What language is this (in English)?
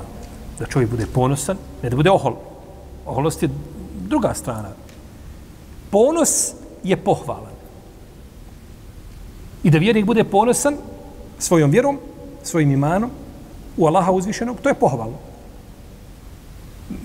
Bosnian